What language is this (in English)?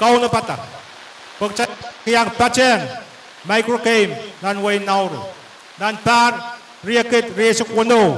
Pohnpeian